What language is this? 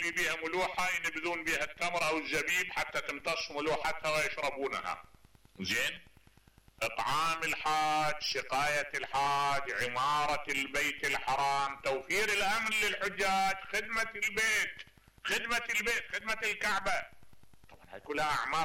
Mesopotamian Arabic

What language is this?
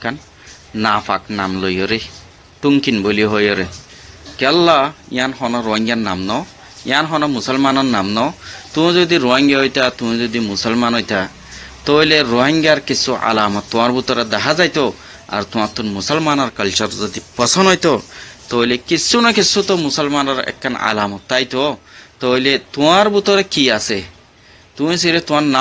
Rohingya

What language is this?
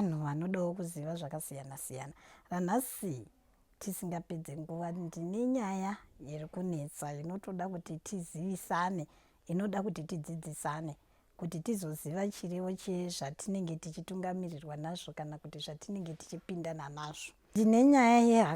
Shona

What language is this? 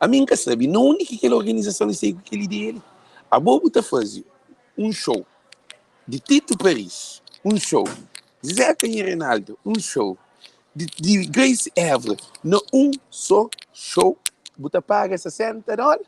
Kabuverdianu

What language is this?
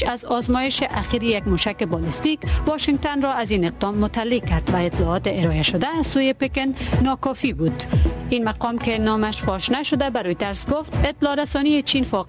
Persian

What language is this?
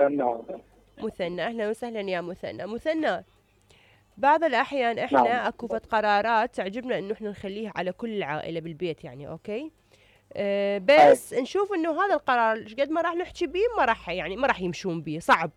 Mesopotamian Arabic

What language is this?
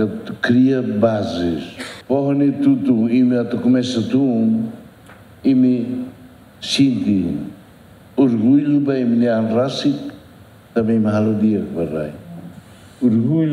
Tetum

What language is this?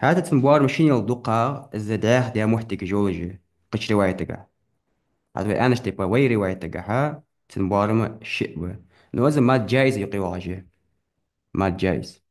Ingush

